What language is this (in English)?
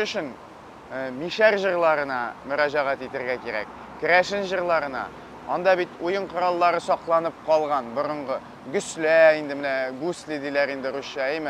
Tatar